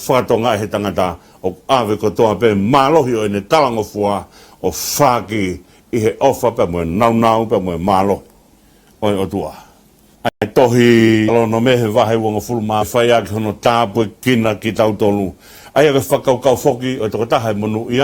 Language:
Tongan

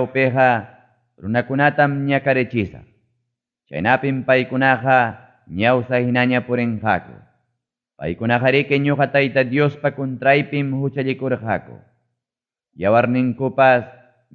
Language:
Ayacucho Quechua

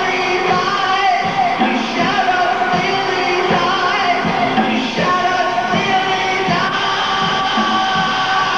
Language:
English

